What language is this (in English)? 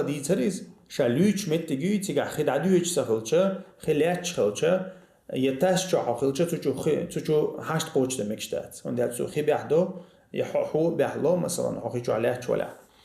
Chechen